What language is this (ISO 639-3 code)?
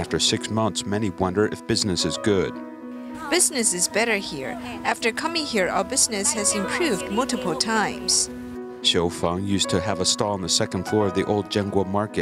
eng